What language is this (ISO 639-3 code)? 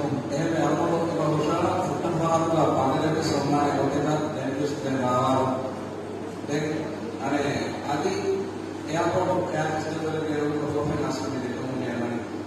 div